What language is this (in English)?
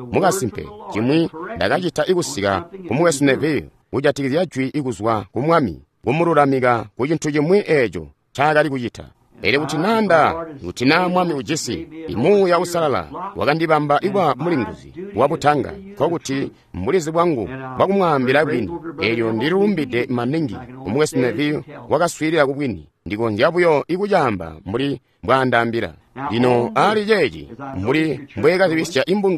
Tonga (Zambia)